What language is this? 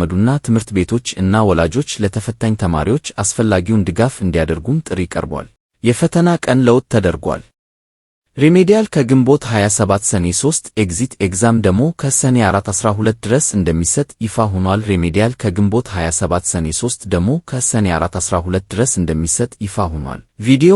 Amharic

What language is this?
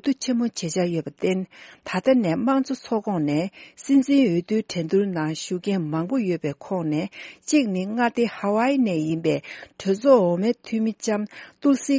Tibetan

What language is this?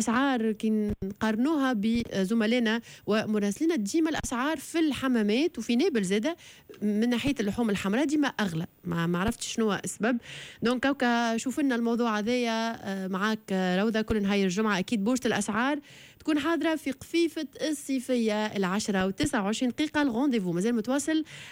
Tunisian Arabic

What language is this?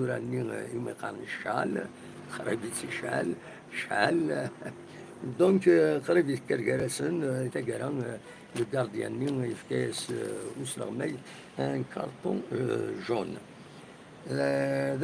Kabyle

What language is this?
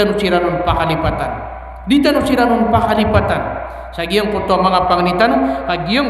Maranao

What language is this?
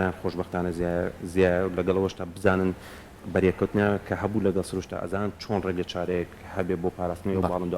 Central Kurdish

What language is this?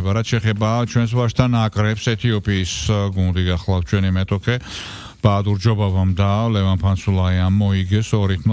Georgian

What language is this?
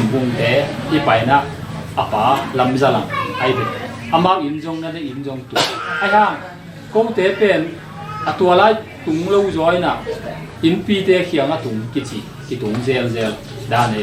Tedim Chin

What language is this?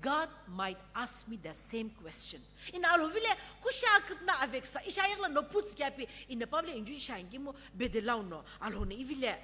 Sumi Naga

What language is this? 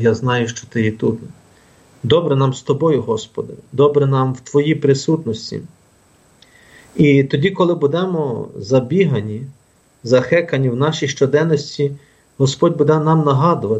Ukrainian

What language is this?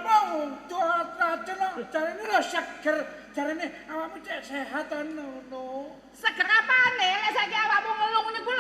Javanese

